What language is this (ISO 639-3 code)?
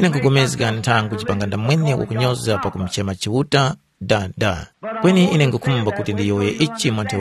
tum